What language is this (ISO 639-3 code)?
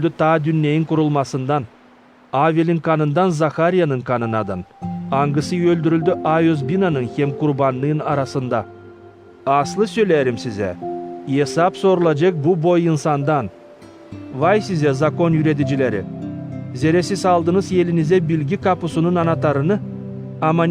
gag